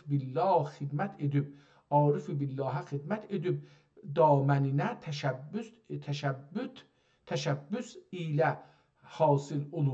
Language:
South Azerbaijani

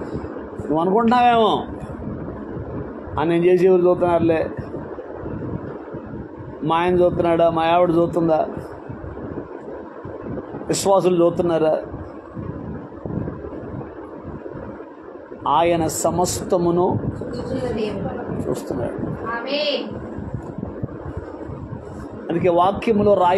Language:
Telugu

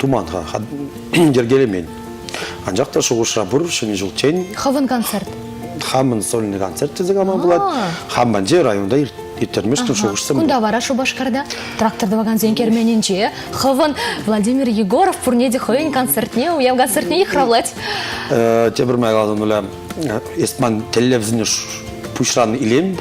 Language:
Chuvash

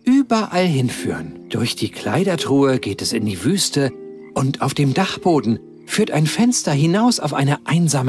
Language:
Bavarian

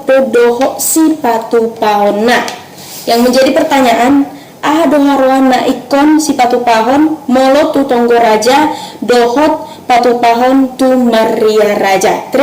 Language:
Batak Toba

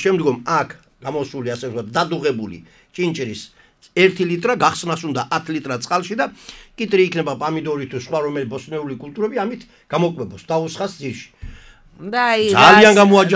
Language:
Georgian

